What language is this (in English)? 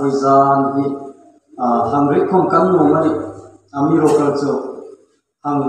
Hmar